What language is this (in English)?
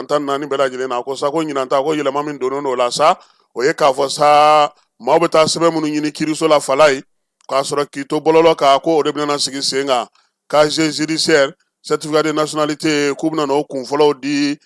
Bambara